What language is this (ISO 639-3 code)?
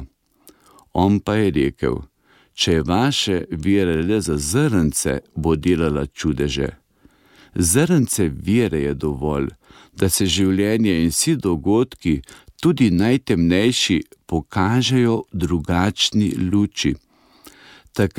slv